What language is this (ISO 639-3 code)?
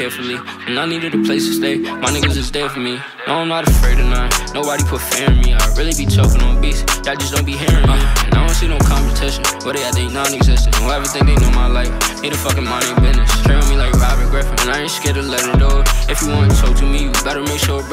eng